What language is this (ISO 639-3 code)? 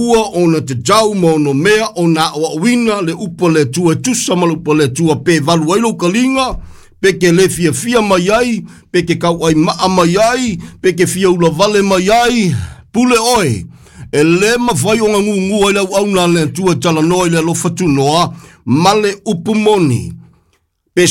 smo